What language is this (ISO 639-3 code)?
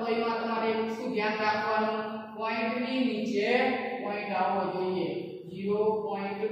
guj